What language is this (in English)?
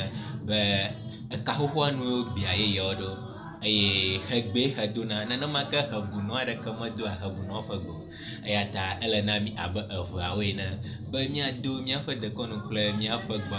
Ewe